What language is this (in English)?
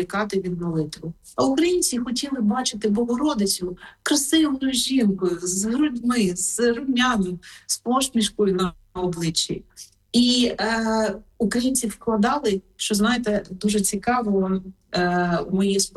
Ukrainian